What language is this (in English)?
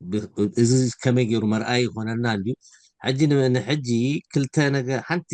Tigrinya